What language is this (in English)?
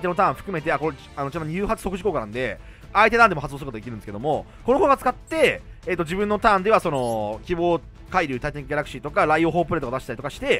Japanese